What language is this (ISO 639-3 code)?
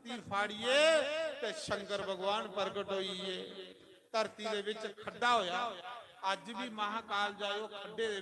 doi